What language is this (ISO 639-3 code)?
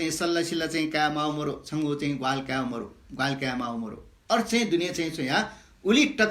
new